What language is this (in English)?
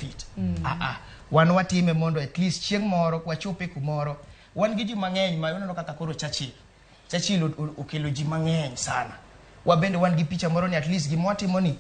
Luo (Kenya and Tanzania)